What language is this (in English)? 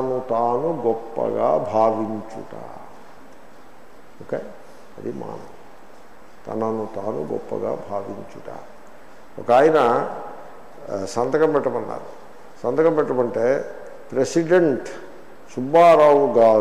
Telugu